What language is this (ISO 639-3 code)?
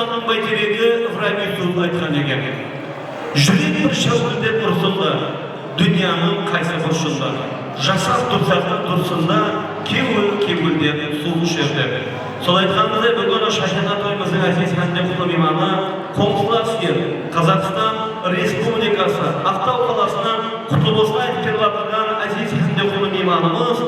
kaa